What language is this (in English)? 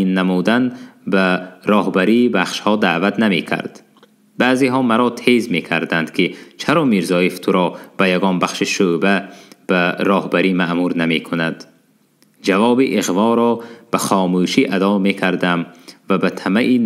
Tajik